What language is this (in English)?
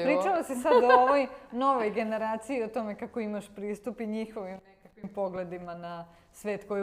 Serbian